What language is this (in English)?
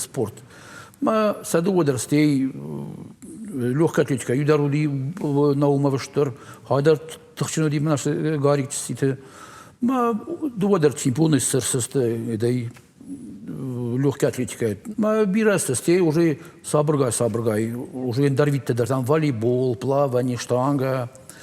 Ossetic